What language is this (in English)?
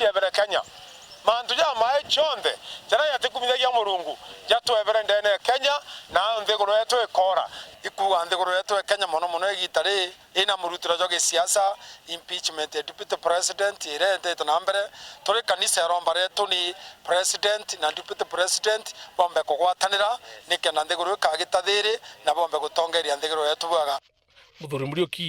Meru